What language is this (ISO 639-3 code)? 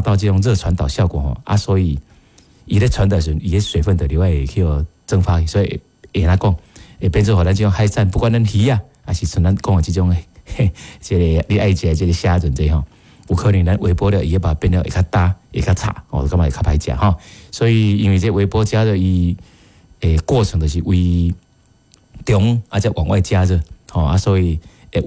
nan